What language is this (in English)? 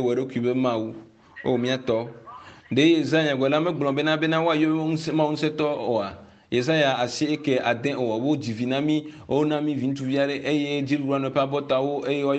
Ewe